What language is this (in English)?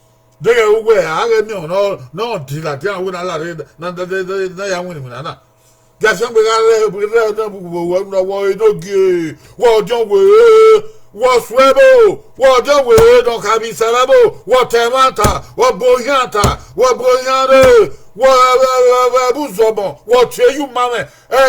Bini